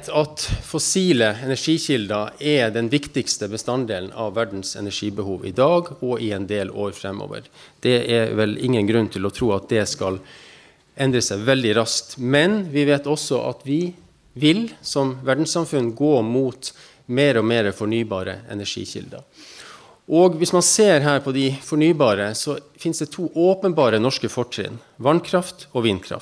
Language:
Norwegian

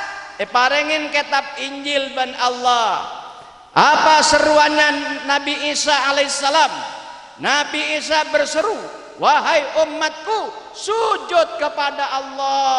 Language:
Madurese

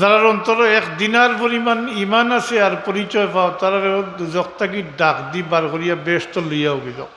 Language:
Sylheti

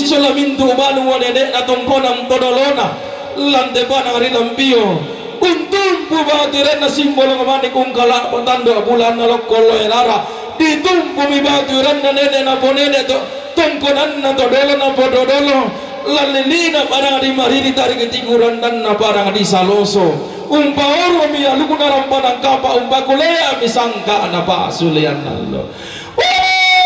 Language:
Toraja-Sa'dan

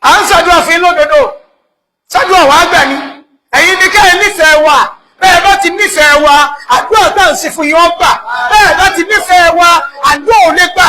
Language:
Yoruba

